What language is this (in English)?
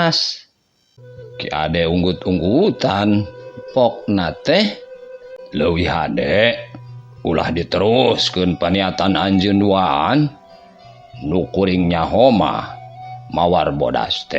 Sundanese